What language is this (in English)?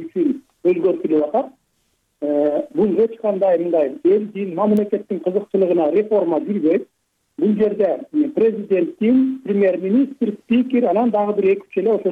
Kyrgyz